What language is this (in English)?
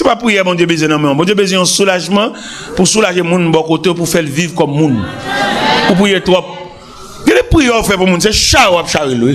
Haitian Creole